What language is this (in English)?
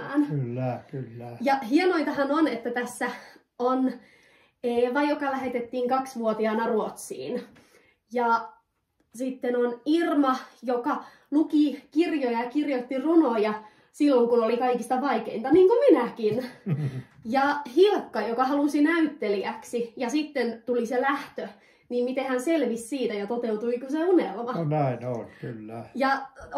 Finnish